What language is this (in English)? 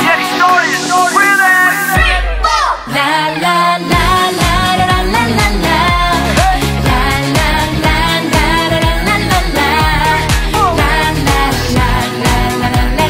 Korean